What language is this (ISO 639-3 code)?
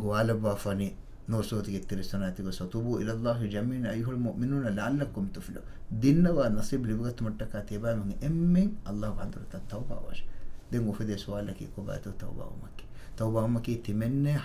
div